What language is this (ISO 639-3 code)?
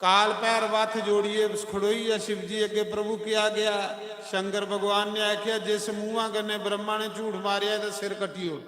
doi